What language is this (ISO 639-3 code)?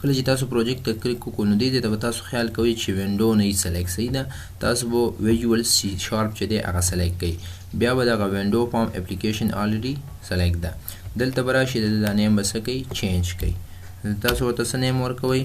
pus